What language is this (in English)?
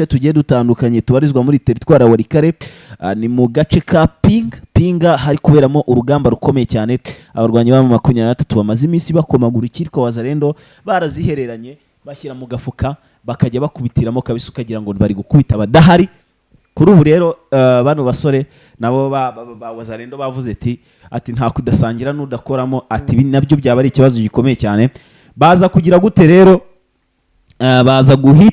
Kinyarwanda